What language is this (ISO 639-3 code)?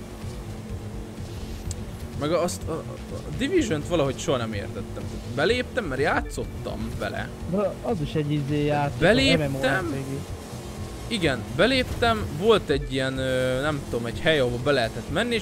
hun